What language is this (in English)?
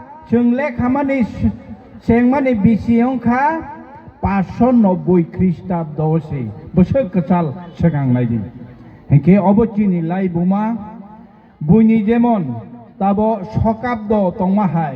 Kok Borok